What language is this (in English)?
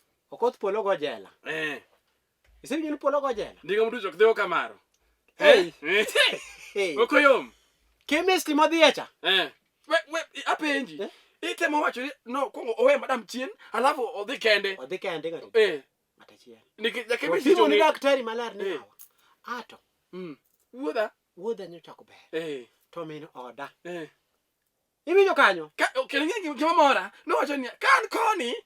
Luo (Kenya and Tanzania)